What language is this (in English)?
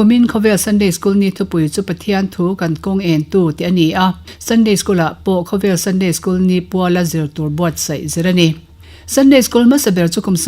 Mizo